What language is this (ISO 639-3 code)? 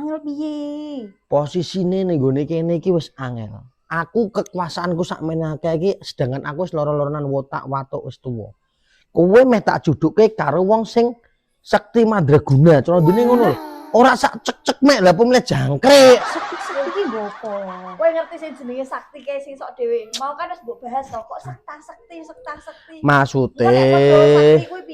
jav